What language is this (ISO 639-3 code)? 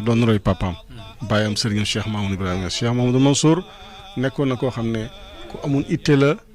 wol